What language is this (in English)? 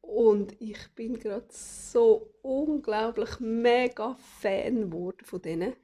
Swiss German